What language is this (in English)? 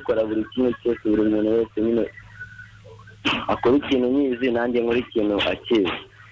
Kinyarwanda